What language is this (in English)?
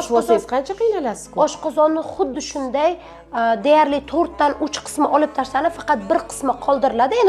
Uzbek